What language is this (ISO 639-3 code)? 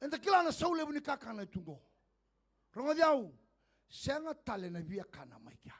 fij